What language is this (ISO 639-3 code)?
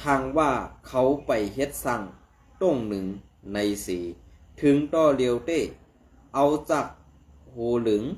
shn